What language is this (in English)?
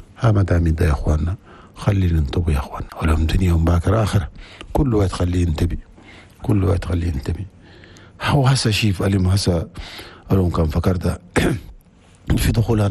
Chadian Arabic